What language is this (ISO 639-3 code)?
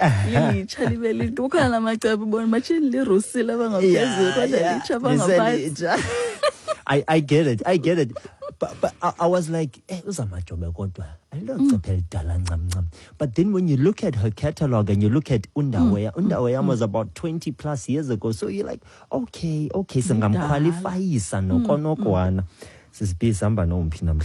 xho